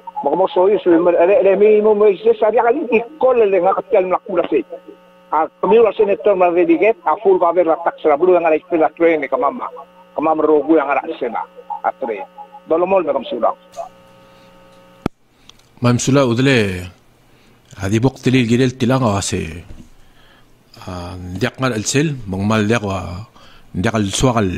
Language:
Palauan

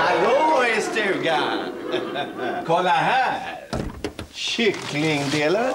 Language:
Swedish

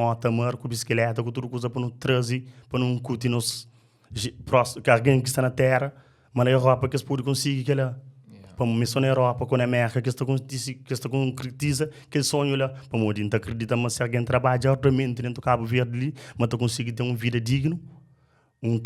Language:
Kabuverdianu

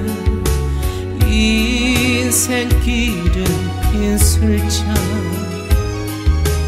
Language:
Korean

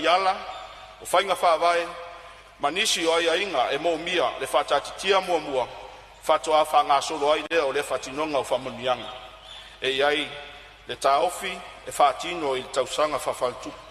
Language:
Samoan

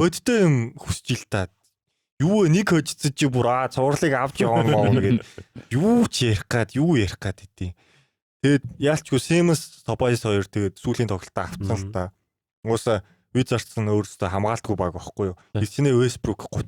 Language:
Mongolian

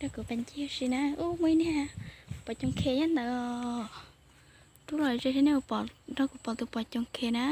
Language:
Hmong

